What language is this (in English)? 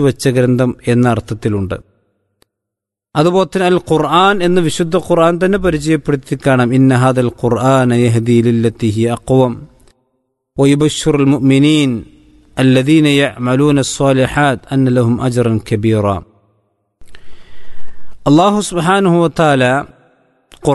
Malayalam